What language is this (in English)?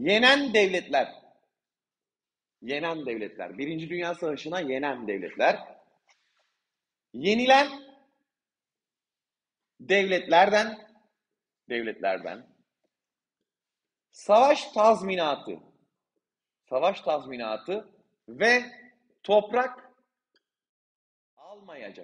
Turkish